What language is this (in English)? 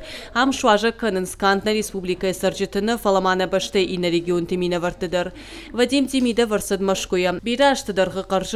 Ossetic